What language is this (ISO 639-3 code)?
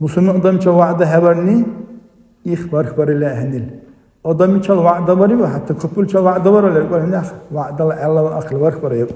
dar